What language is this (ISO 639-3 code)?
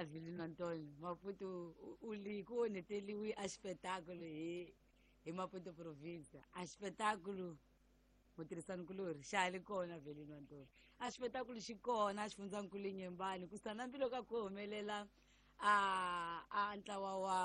tso